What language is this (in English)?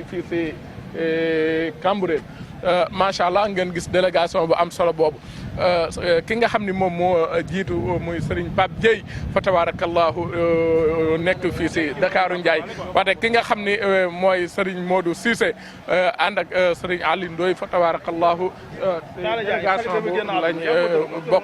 Wolof